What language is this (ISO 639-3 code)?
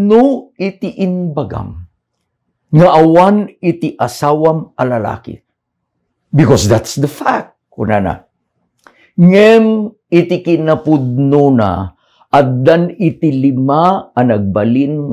ilo